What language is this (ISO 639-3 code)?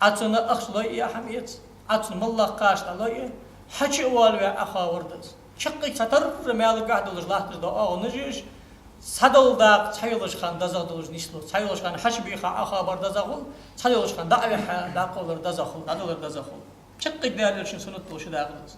inh